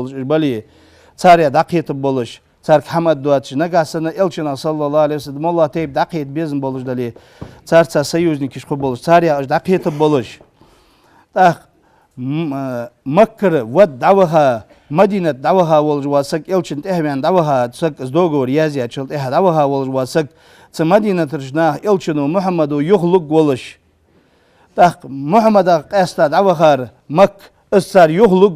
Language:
Ingush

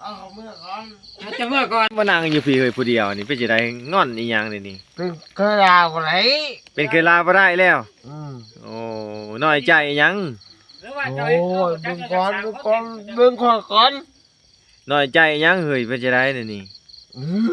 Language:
Lao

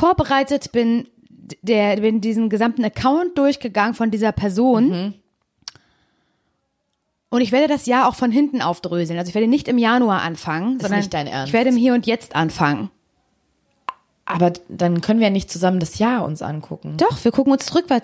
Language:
German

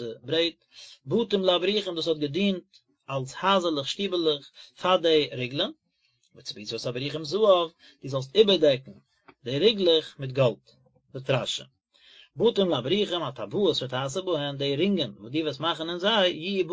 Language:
Yiddish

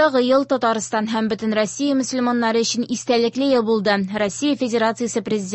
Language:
Tatar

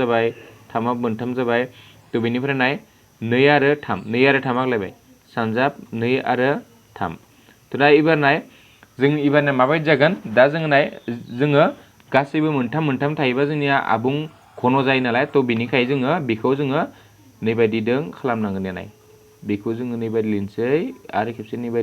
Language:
Bodo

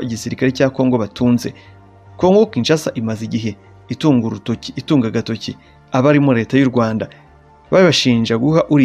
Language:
Kinyarwanda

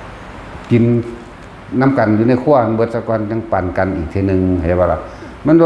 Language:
Lao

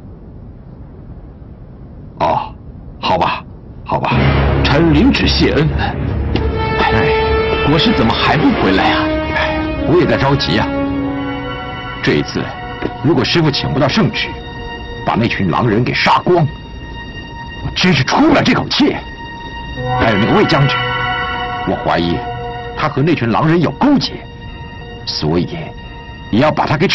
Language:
Chinese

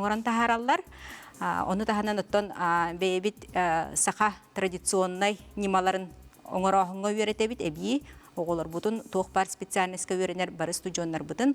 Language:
Yakut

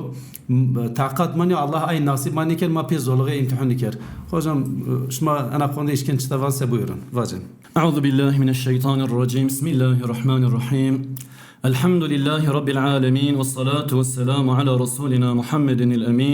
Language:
Zaza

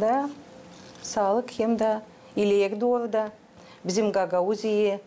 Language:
Gagauz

